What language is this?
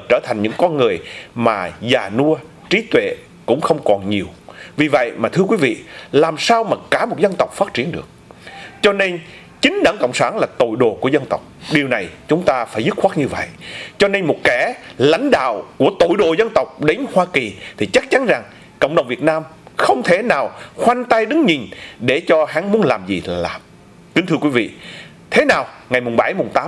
Vietnamese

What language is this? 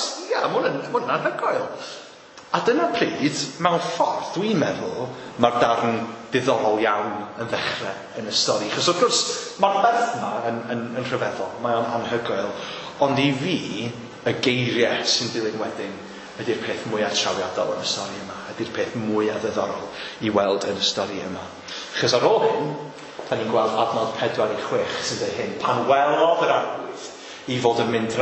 Welsh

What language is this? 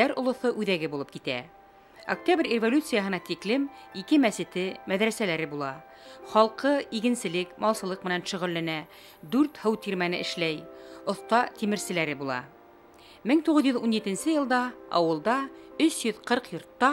Bashkir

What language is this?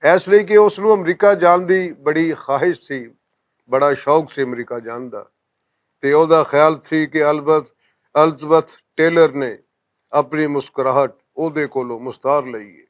Western Panjabi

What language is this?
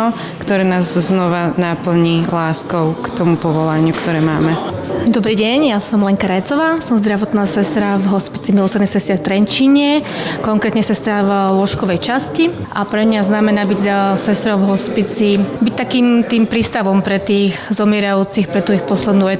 Slovak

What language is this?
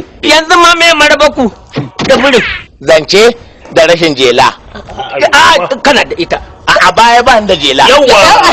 Hausa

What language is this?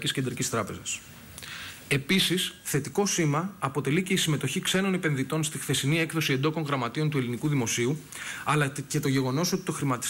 Greek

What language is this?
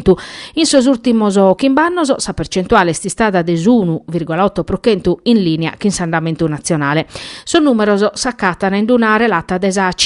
Sardinian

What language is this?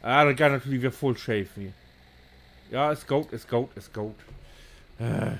Low German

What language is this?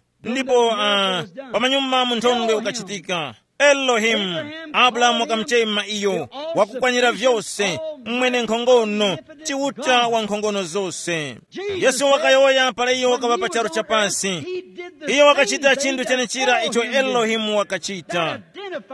Tumbuka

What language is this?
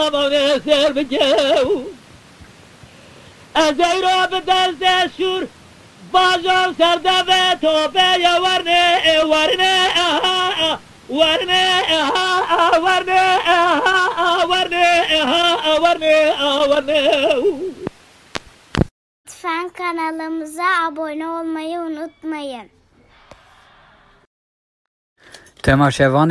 Persian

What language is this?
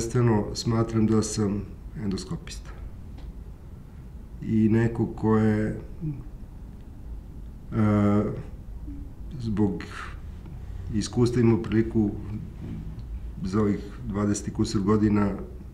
Serbian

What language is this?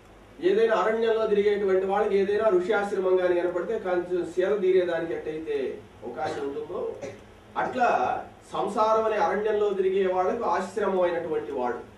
Telugu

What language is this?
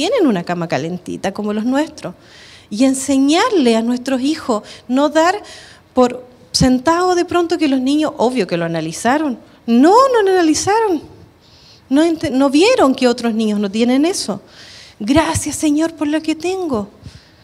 Spanish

